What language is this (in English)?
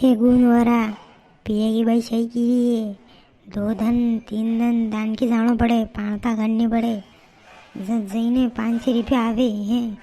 Rajasthani